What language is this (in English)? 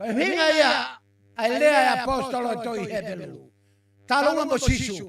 Tongan